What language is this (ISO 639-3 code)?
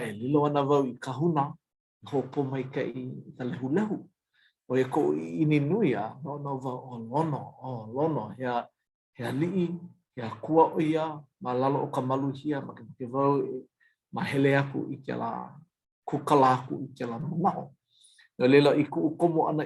haw